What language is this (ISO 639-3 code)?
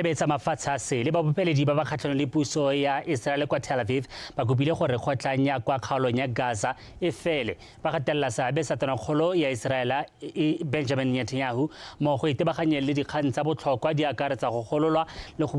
tsn